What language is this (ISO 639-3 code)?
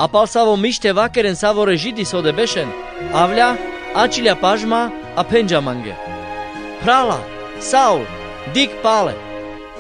rmc